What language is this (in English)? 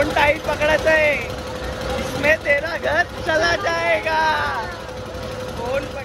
Marathi